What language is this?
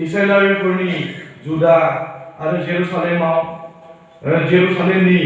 Bodo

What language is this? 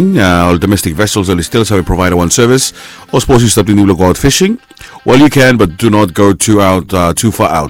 Bislama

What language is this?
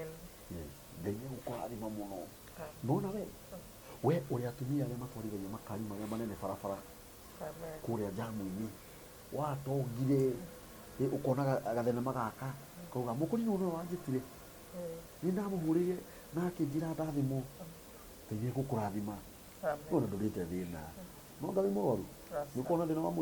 Kikuyu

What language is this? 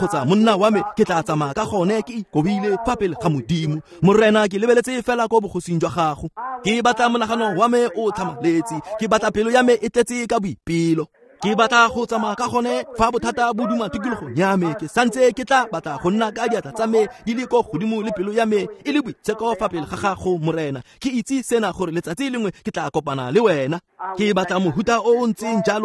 Tswana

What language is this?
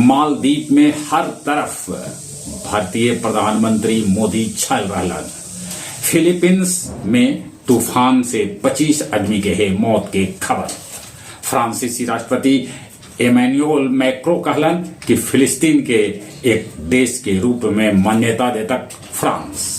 Magahi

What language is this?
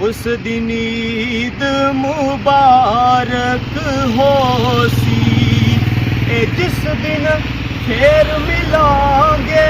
Pahari-Potwari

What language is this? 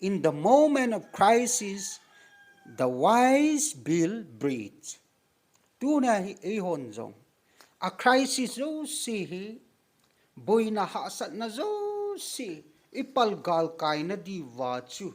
Thado Chin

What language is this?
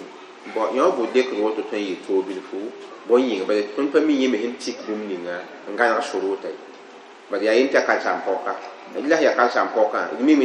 Mossi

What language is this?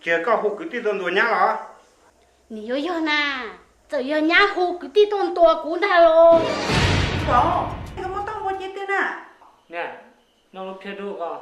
Hmong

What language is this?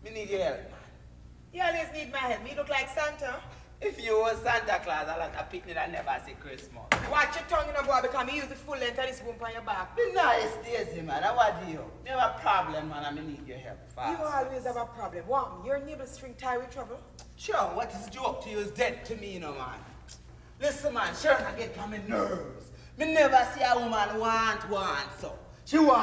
Jamaican Creole English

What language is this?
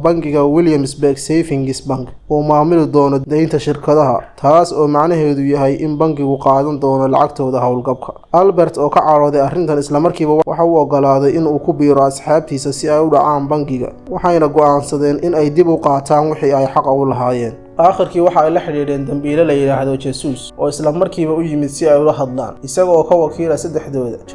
Somali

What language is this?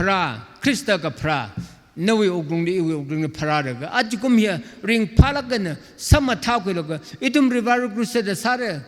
Tangkhul Naga (India)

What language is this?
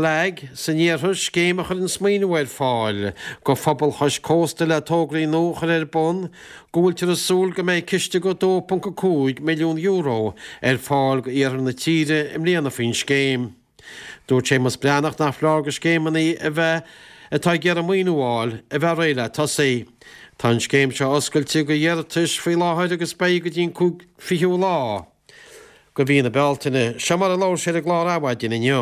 Irish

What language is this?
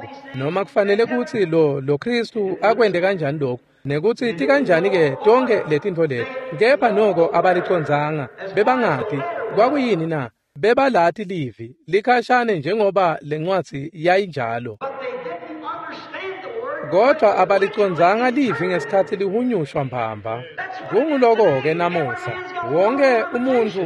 Swati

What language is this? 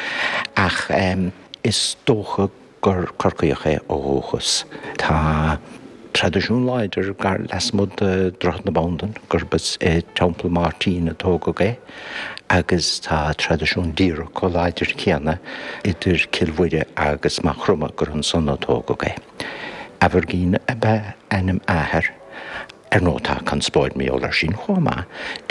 Irish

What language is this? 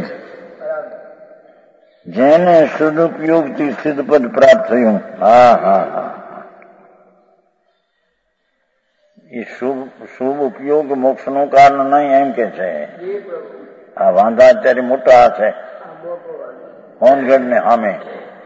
Gujarati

